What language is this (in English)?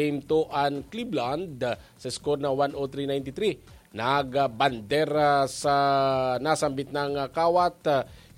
Bikol